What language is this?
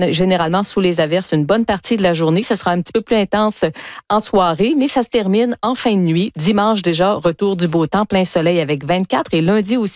French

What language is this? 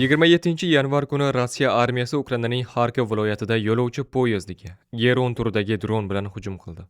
Uzbek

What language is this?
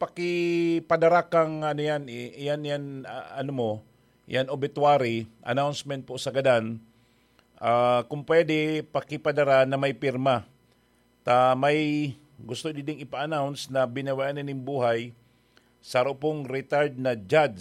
Bikol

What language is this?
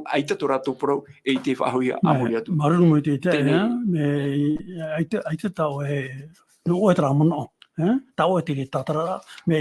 Tahitian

